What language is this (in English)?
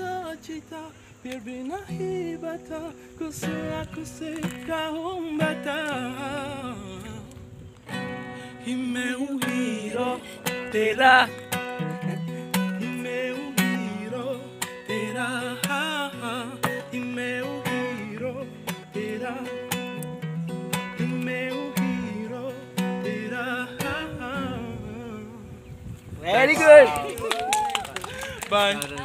Hindi